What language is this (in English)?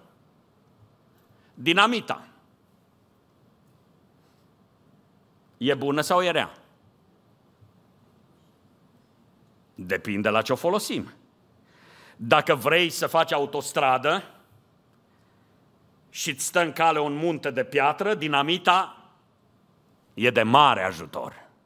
Romanian